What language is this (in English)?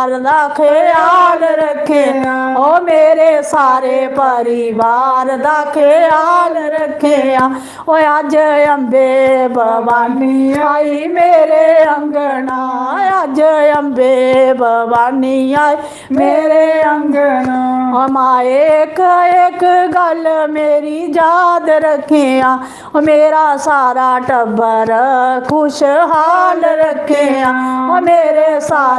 Dogri